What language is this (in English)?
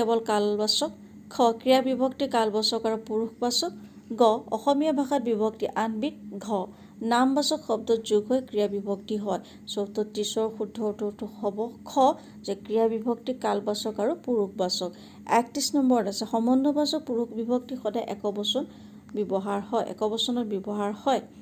Assamese